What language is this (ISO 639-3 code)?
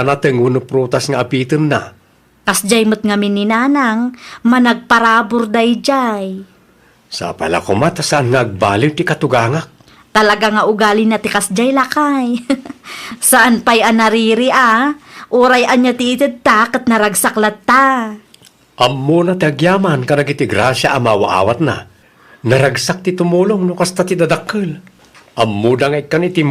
ilo